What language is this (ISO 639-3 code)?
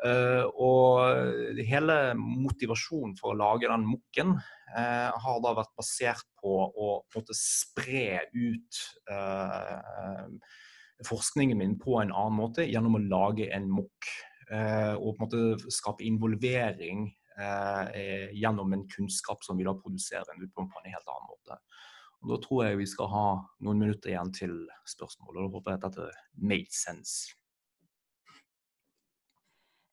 nor